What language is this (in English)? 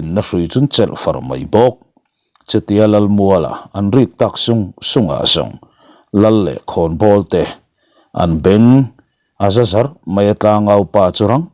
Mizo